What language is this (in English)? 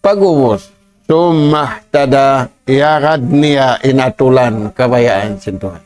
Tausug